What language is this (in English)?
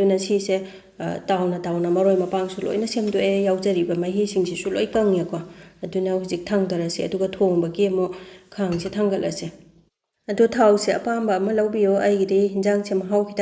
Manipuri